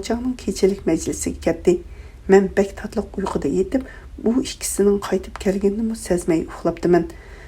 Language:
Uyghur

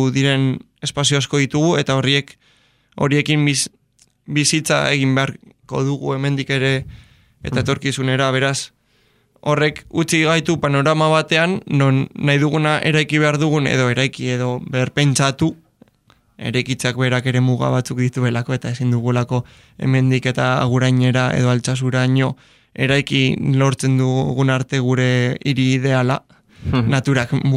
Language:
Basque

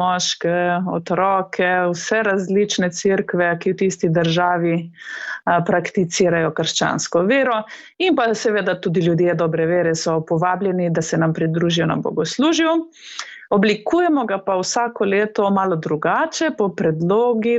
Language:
Slovenian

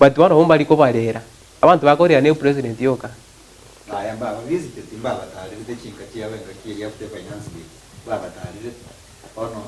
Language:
Gusii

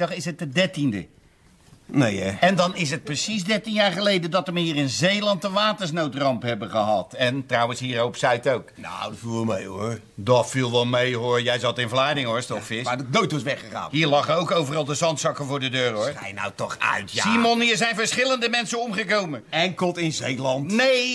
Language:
Dutch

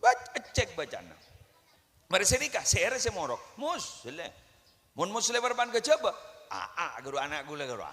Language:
Madurese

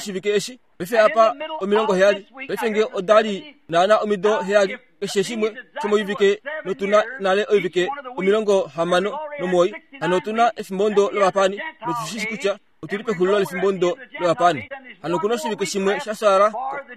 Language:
Kuanyama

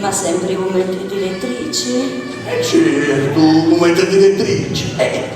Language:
Sardinian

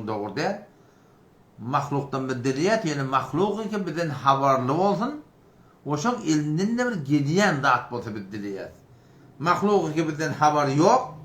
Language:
Turkmen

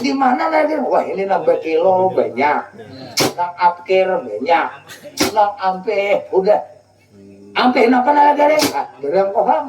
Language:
Banjar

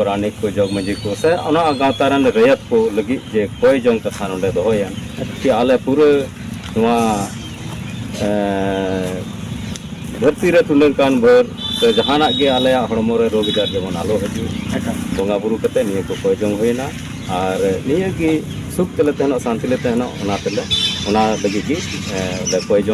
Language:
Santali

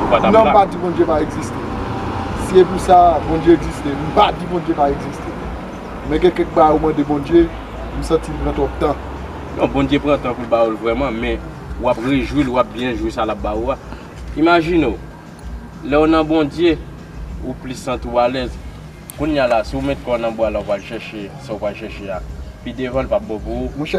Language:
Haitian Creole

